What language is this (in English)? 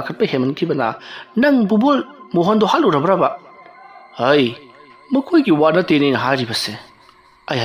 Manipuri